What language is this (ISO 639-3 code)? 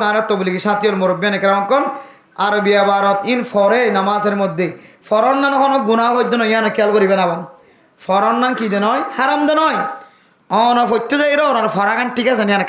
rhg